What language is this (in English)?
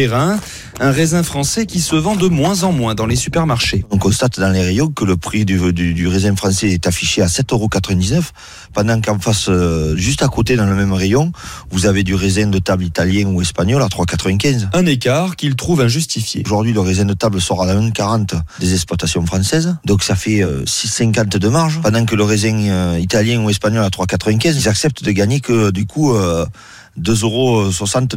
French